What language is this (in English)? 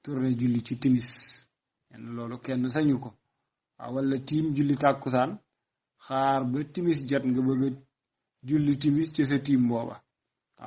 Wolof